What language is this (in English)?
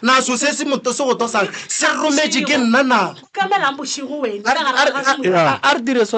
Northern Sotho